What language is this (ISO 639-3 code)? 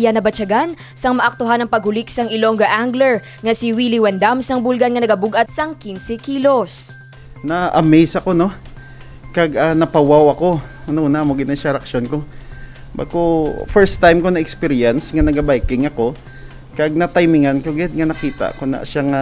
hil